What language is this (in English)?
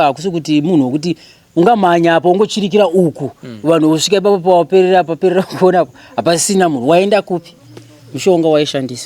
Shona